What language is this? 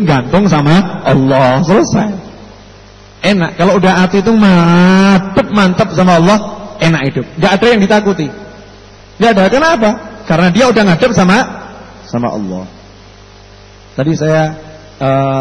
Indonesian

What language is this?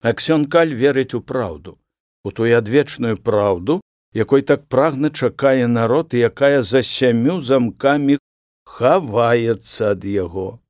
Belarusian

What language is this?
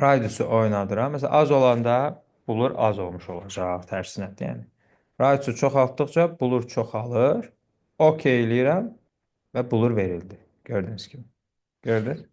Azerbaijani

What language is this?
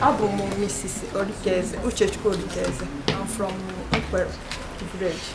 Igbo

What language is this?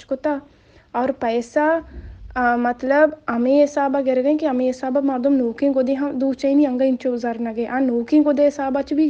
Baluchi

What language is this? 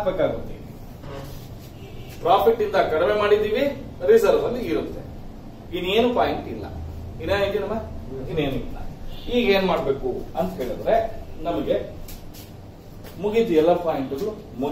Kannada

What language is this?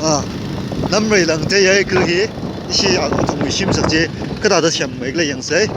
Tangkhul Naga (India)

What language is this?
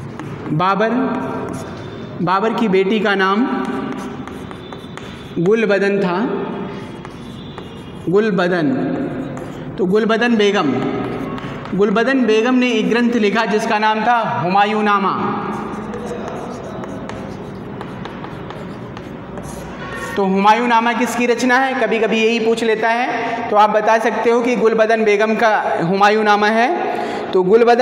Hindi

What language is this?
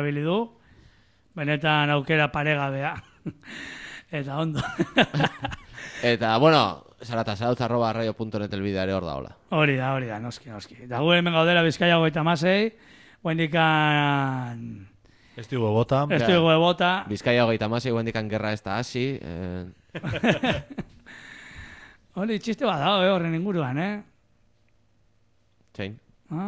Basque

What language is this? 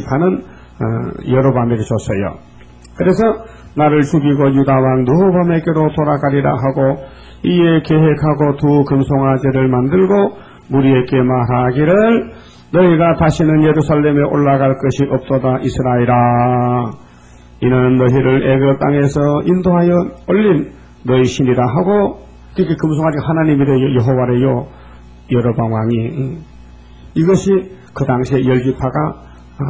Korean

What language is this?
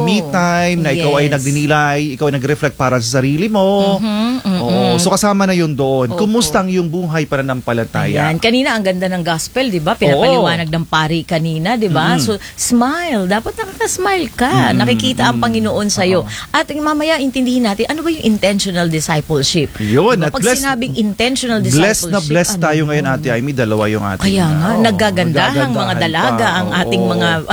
Filipino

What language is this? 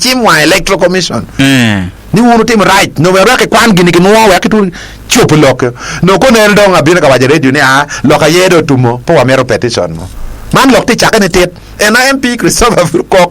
Acoli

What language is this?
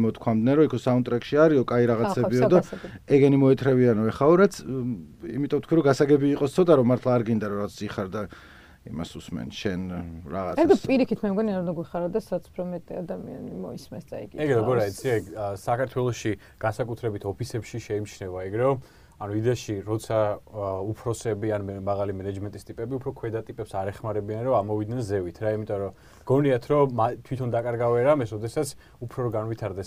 Georgian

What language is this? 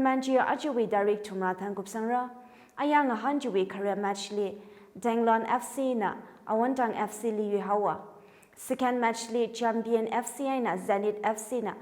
Tangkhul Naga (India)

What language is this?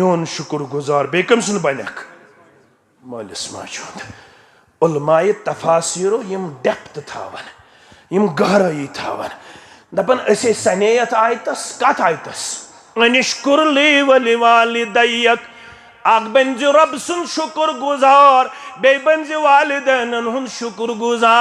Kashmiri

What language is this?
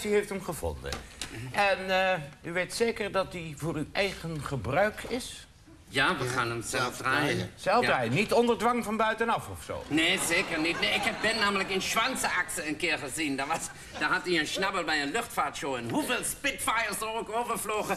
Dutch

